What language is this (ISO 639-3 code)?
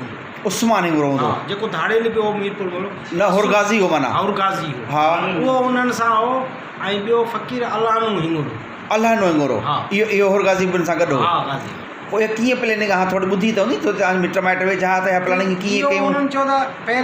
snd